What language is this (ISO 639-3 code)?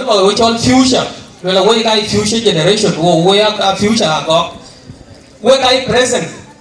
din